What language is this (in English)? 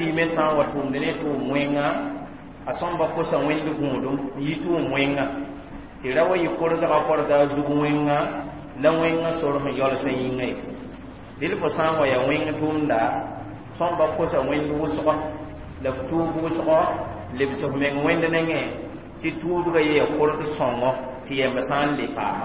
Mossi